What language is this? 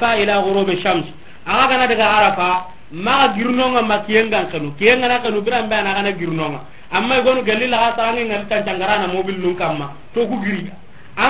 Soninke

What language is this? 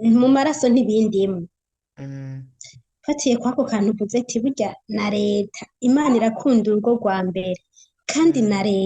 Rundi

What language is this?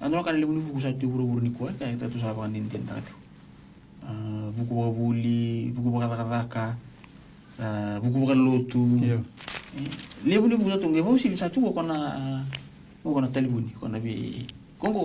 Fijian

